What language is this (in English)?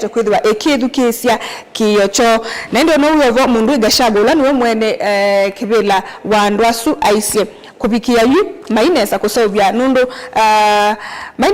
Kamba